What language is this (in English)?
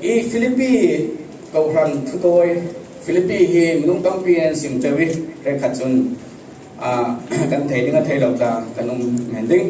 Falam Chin